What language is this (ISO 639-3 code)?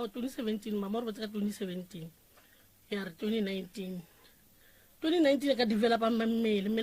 nso